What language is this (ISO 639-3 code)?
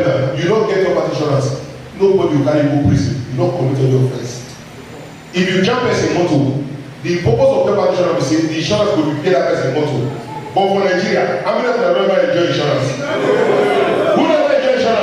pcm